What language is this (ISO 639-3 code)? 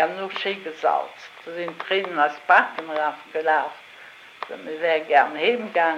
ltz